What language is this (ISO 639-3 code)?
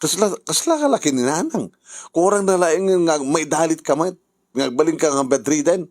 ilo